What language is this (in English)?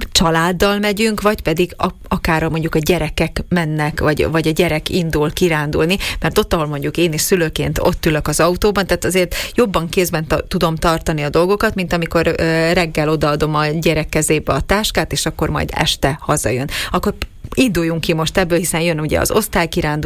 Hungarian